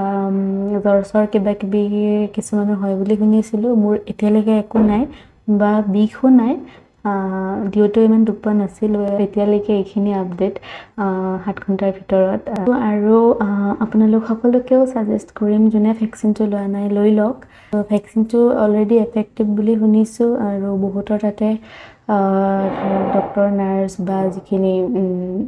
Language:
Assamese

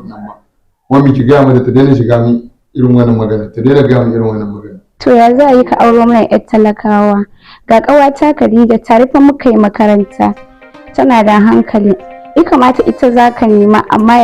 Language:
Hausa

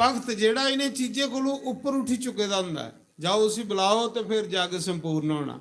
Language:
Dogri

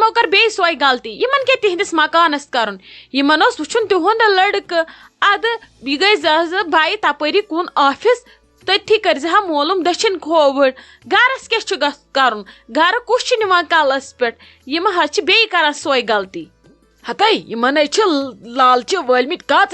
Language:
Kashmiri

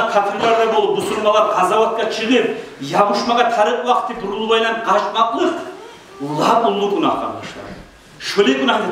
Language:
Kumyk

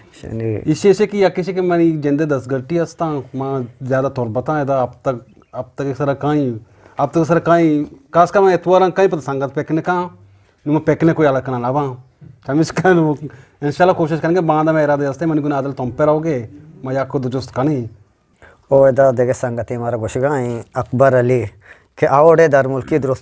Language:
Eastern Balochi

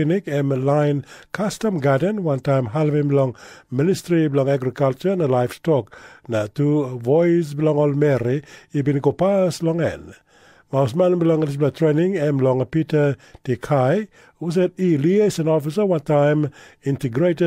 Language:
Tok Pisin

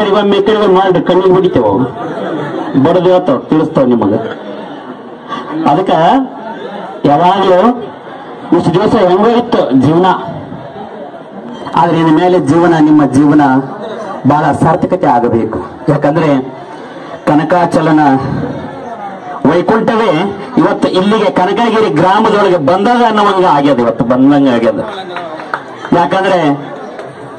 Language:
Kannada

